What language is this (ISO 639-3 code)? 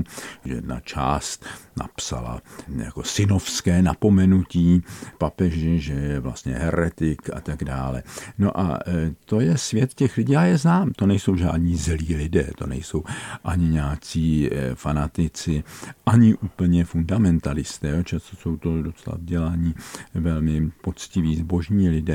ces